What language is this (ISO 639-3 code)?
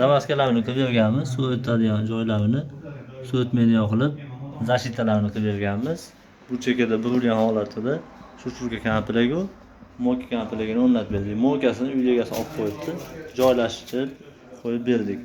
uzb